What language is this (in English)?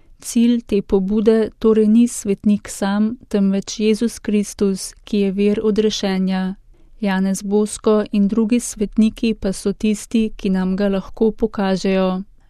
Slovenian